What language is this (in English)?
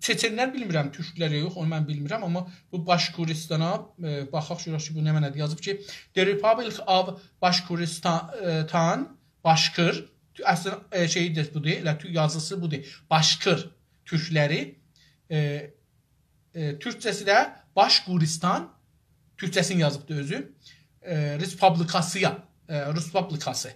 South Azerbaijani